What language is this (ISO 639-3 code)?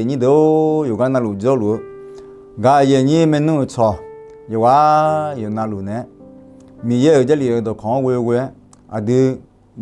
ahk